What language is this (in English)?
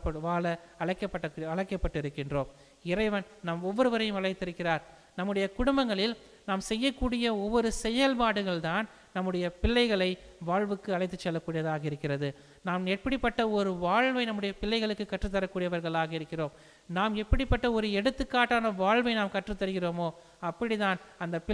Tamil